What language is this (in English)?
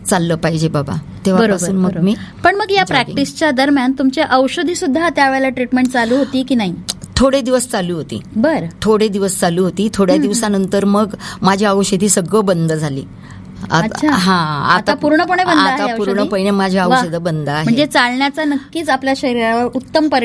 Marathi